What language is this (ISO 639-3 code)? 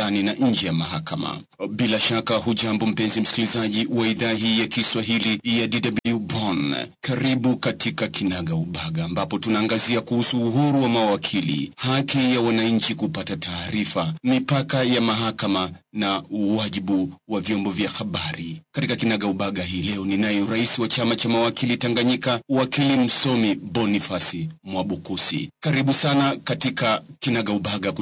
swa